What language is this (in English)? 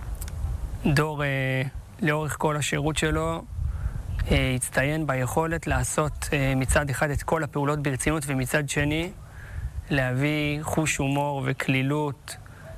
Hebrew